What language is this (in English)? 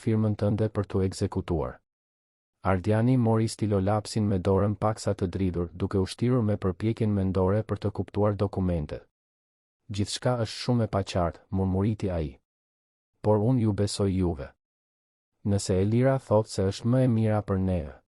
Albanian